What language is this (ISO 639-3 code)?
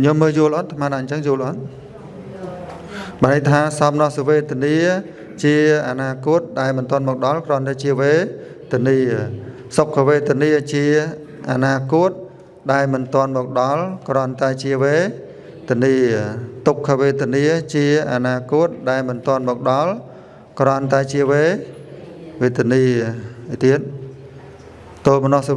khm